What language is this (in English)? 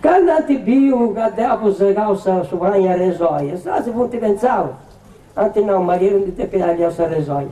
Sardinian